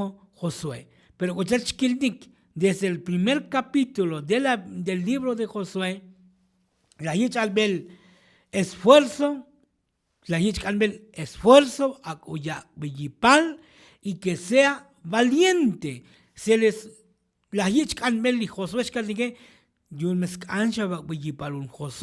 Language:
Tzotzil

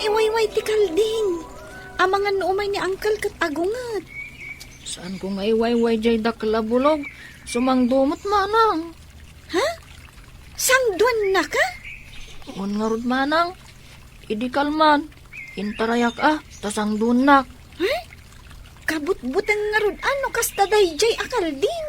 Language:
Iloko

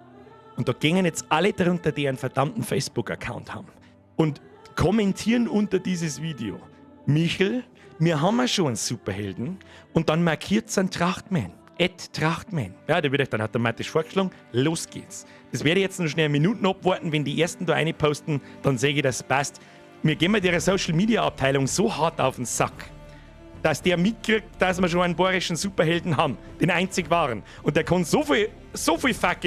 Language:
Bavarian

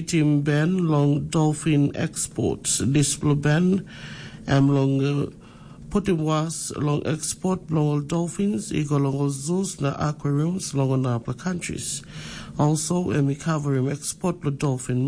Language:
Tok Pisin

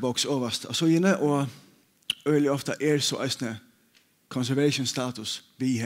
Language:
Faroese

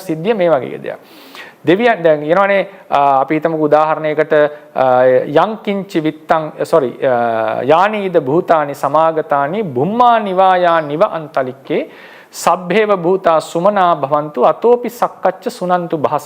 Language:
Sinhala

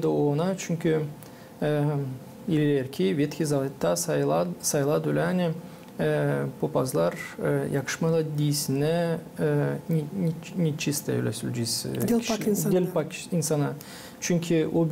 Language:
Gagauz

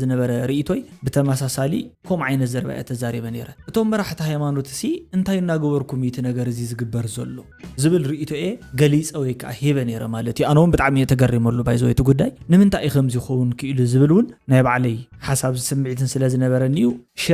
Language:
Tigrinya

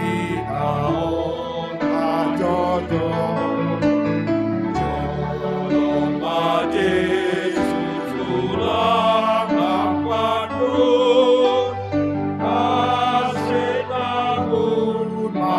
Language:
Batak Simalungun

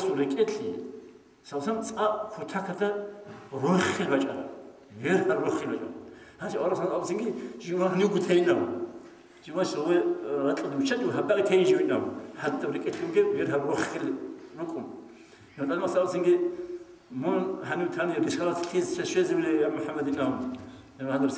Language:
Avaric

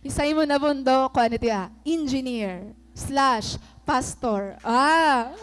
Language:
Waray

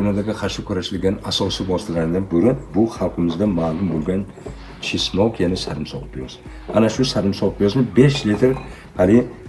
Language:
Uzbek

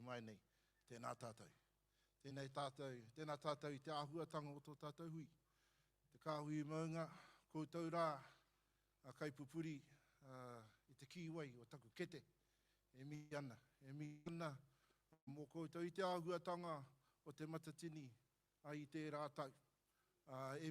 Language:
Māori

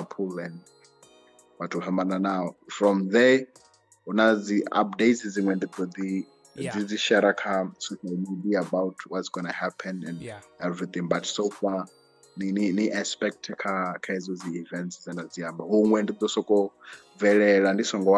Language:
Venda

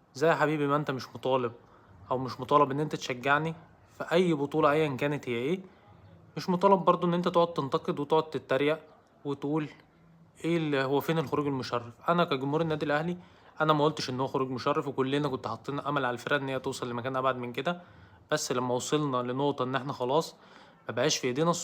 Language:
Egyptian Arabic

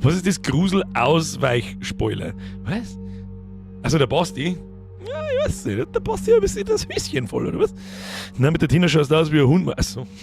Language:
Bavarian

